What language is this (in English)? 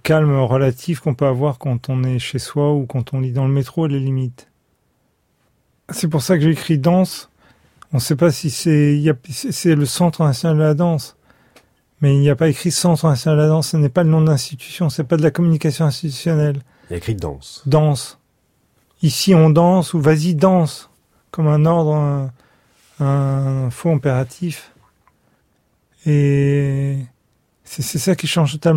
French